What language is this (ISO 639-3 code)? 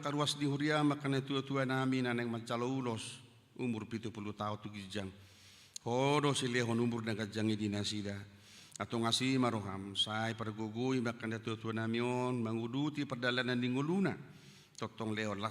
bbc